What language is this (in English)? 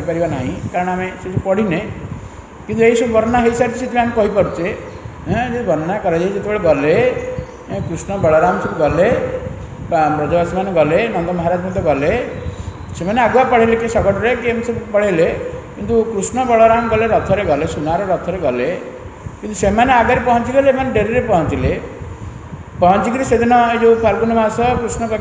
Odia